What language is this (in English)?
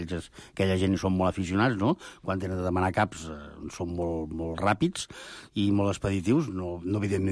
Catalan